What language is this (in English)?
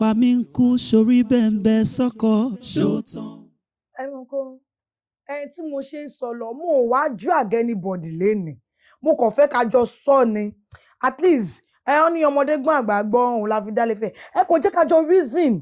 Yoruba